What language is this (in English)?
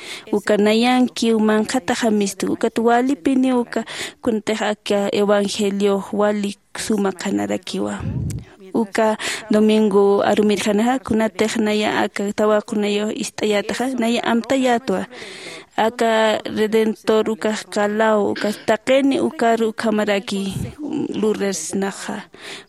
Aymara